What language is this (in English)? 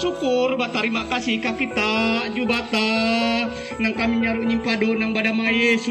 Kendayan